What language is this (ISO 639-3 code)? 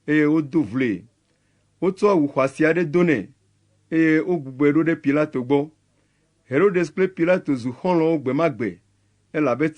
ewe